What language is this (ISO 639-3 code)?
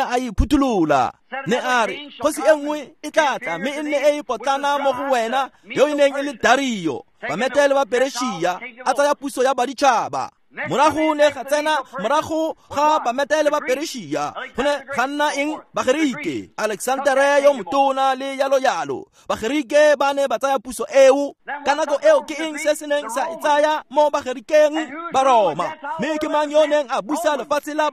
tsn